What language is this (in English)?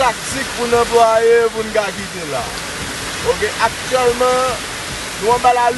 Haitian Creole